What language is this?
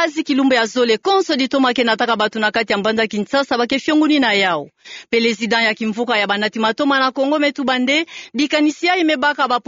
Kituba (Democratic Republic of Congo)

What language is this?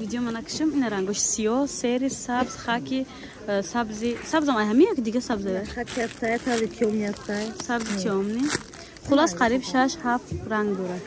Tajik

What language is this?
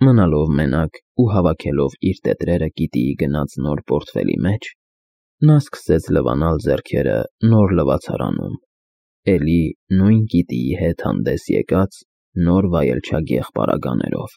Armenian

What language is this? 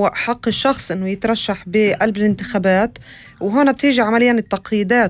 North Levantine Arabic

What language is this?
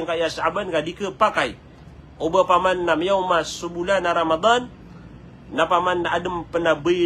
Maranao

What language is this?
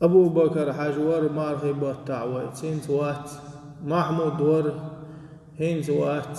Chechen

